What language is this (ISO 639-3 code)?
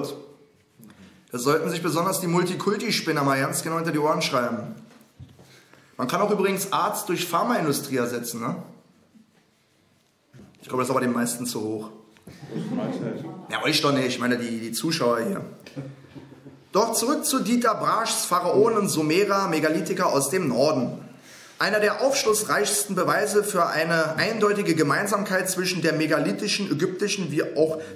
deu